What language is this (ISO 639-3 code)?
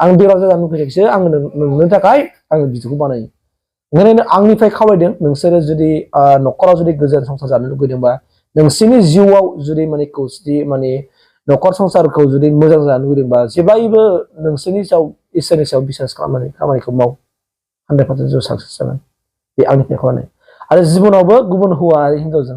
brx